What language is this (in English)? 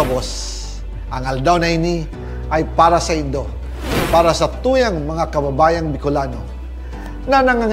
Bikol